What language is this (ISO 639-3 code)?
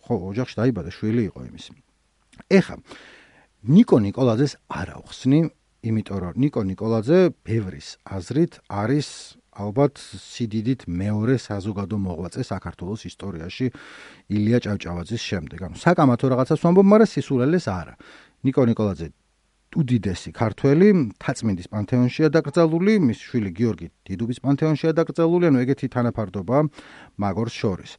kat